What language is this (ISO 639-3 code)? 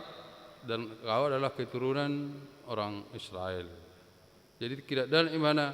bbc